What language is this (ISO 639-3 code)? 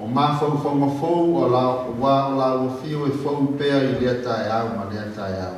smo